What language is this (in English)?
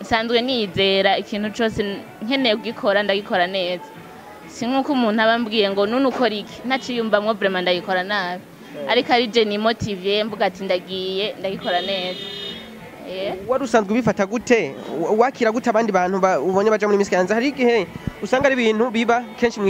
Rundi